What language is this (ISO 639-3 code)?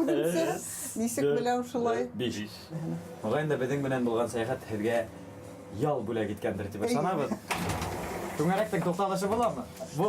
bak